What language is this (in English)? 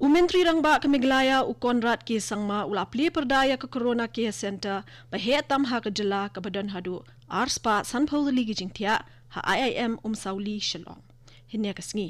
Khasi